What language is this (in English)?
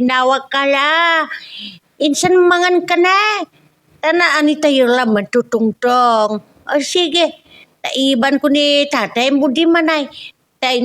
Pangasinan